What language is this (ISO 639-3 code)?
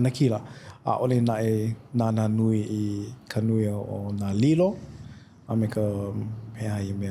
haw